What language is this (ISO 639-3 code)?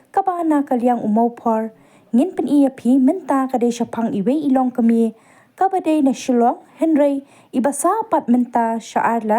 kha